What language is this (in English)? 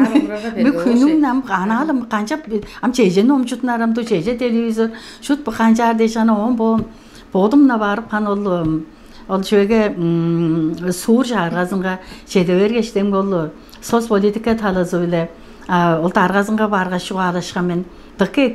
Tuvinian